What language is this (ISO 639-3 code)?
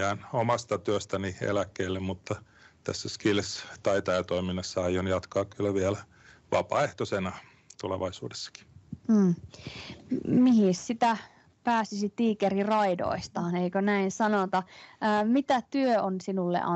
fin